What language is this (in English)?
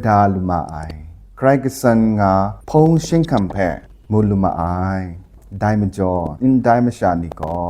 Kachin